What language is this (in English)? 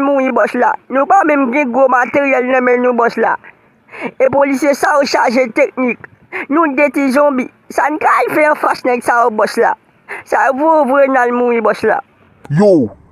Haitian Creole